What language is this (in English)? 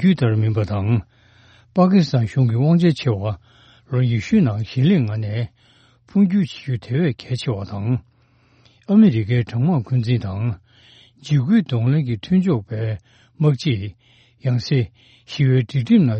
Tibetan